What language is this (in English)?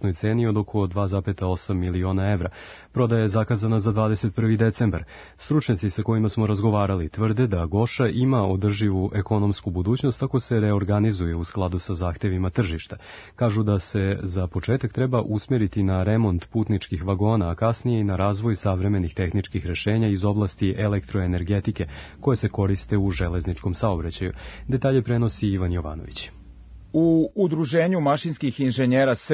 Serbian